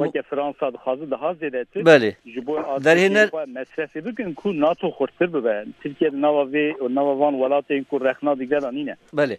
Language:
Kurdish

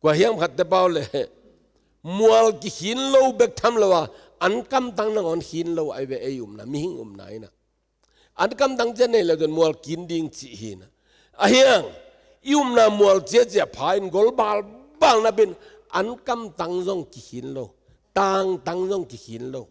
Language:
Tedim Chin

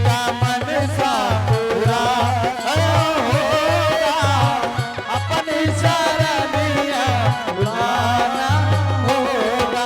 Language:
Angika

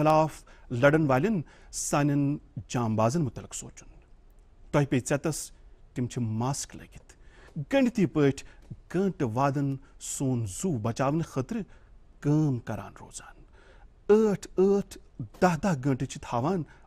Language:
Kashmiri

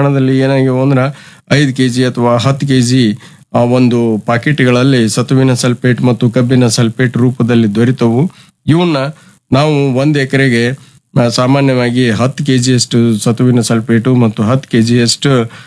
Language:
Kannada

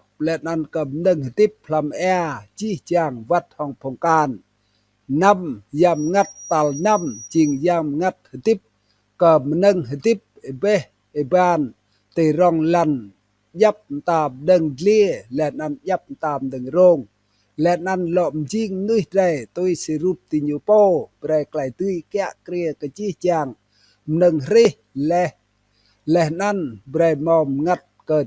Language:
Rade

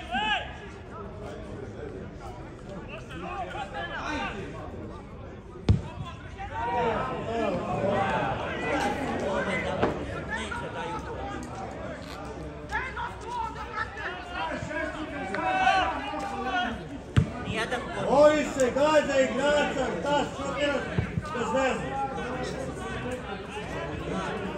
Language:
Serbian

